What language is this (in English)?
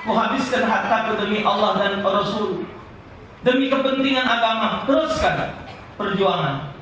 Musi